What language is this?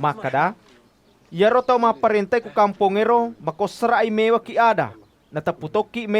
Buginese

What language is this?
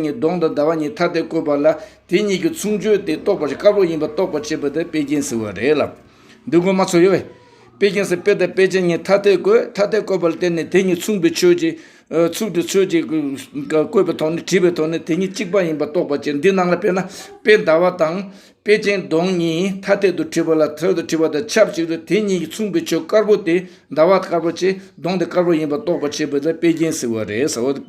Tibetan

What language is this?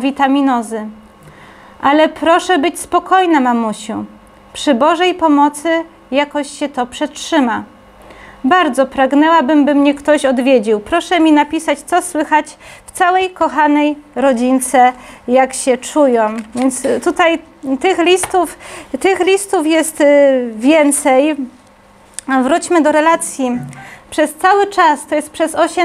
Polish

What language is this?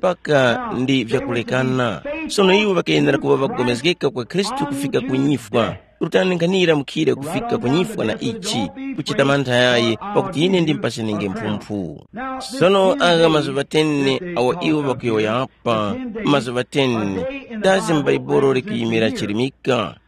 Tumbuka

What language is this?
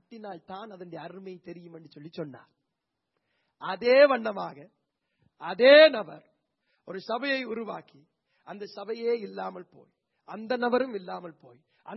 Tamil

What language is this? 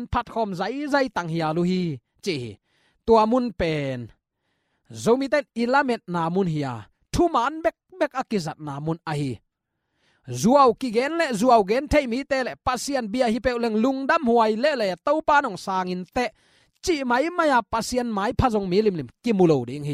Tedim Chin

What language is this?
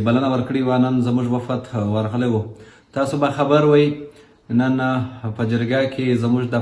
Pashto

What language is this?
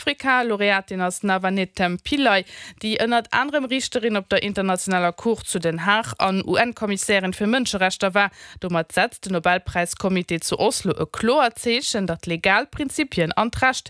Luxembourgish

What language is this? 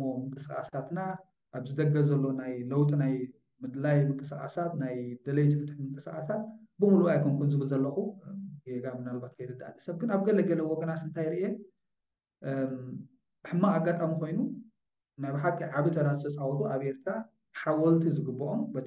Tigrinya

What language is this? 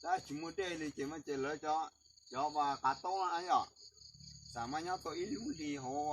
Hmong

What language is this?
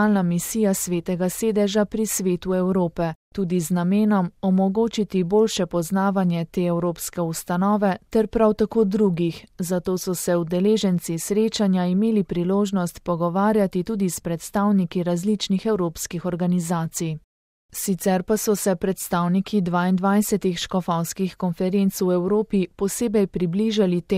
Slovenian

